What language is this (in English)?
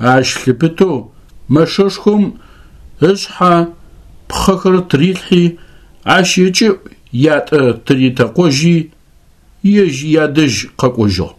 Adyghe